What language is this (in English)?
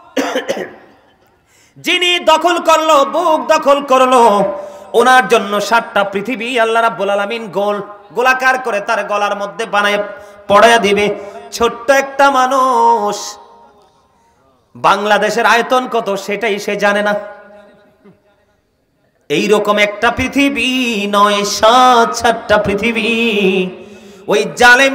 Bangla